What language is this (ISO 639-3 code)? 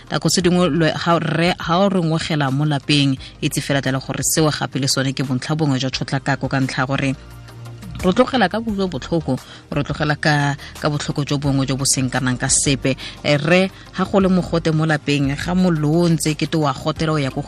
tsn